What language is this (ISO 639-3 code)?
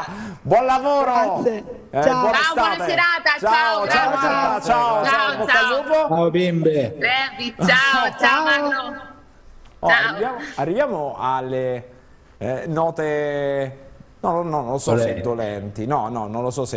ita